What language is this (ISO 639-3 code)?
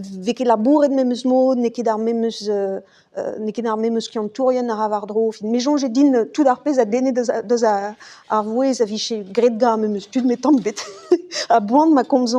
bre